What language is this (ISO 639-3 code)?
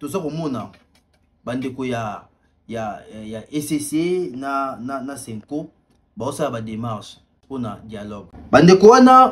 lin